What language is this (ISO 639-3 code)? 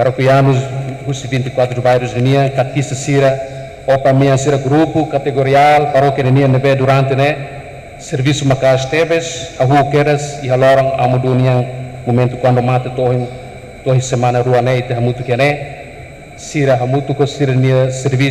tet